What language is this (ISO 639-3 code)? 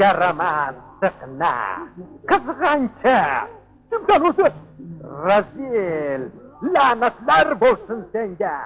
uzb